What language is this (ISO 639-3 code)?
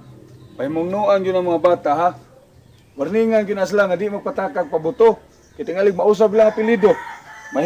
ceb